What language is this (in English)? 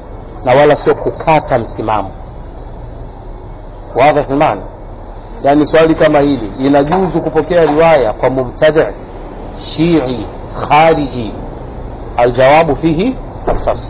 Swahili